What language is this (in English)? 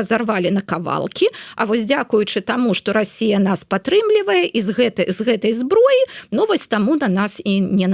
Belarusian